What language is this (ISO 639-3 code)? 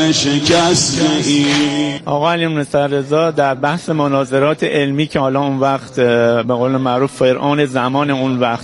fas